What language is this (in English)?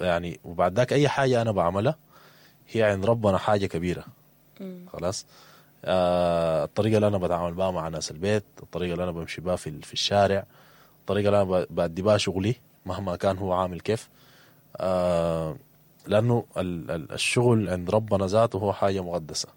Sudanese Arabic